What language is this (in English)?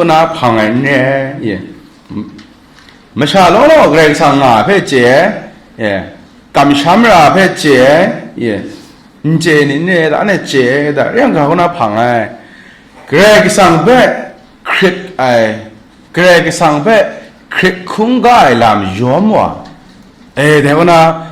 Kachin